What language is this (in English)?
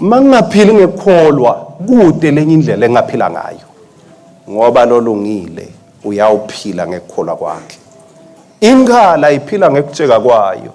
Swati